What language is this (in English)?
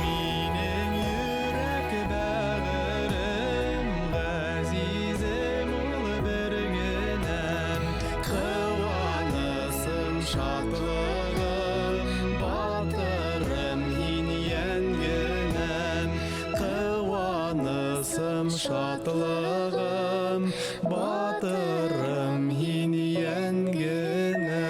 Bashkir